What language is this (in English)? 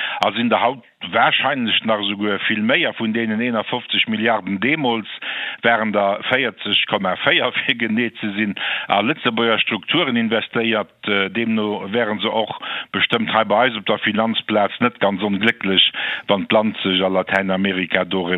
Luxembourgish